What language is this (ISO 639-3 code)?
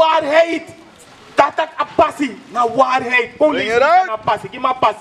srn